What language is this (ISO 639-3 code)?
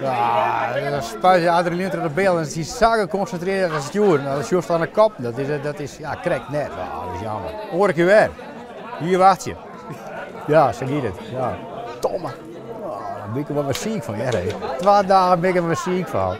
fry